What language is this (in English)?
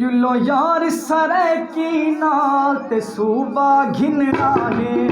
Saraiki